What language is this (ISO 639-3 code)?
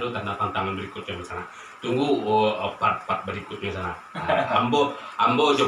min